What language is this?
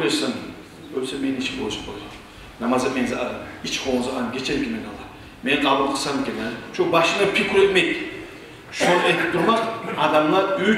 Kumyk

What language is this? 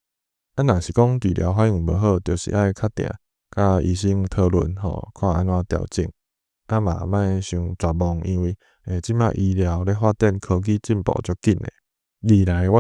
Min Nan Chinese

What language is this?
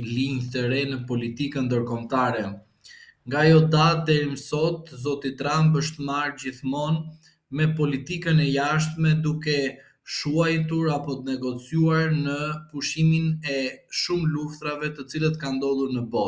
Albanian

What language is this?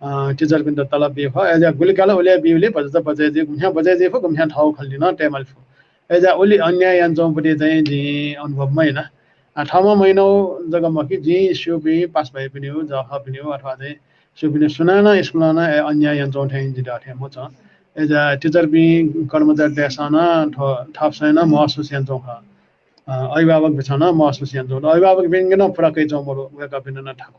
Newari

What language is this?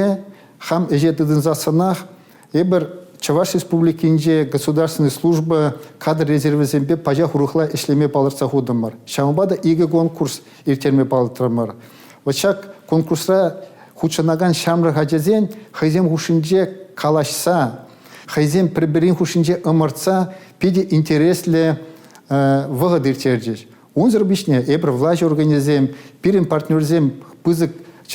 Chuvash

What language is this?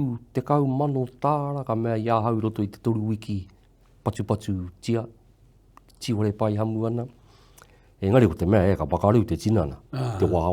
Māori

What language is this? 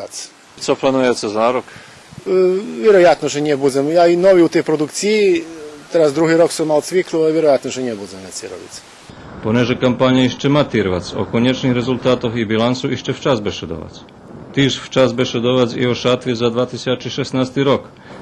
Rusyn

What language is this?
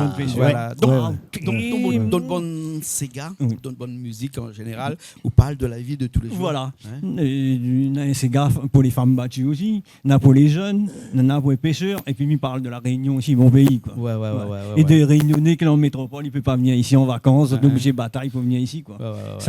Réunion Creole French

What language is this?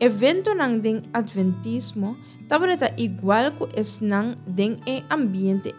Papiamento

